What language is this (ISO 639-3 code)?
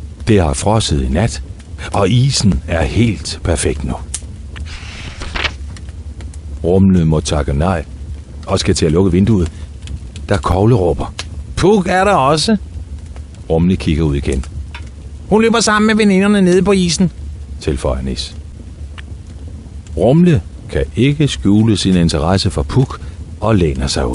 dan